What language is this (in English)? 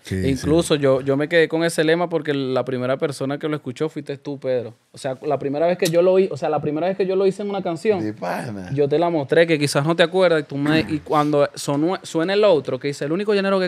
Spanish